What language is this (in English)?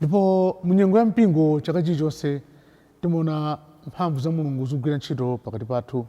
Nyanja